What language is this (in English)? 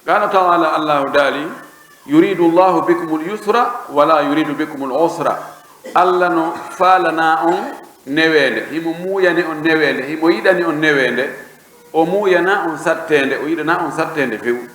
Pular